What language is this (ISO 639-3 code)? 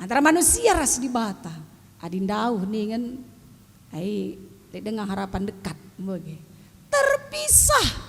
btx